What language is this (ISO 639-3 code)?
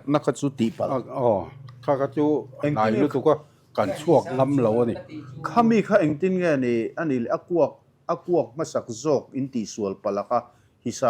lus